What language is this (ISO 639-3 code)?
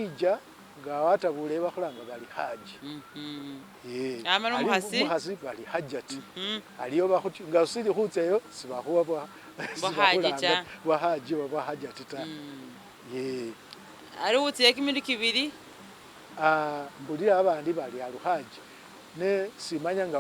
myx